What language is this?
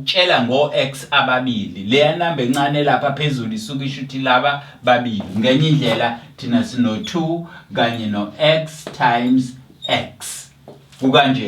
Zulu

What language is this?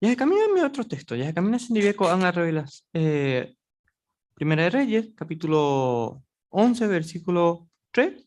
Guarani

